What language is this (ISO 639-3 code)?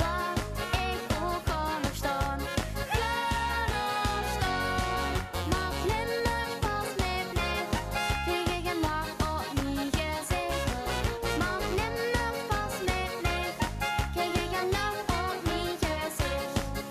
lim